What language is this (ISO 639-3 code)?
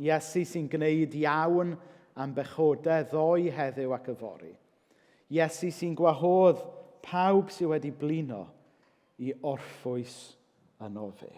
cym